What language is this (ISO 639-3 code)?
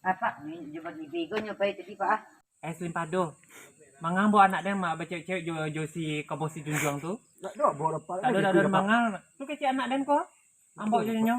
min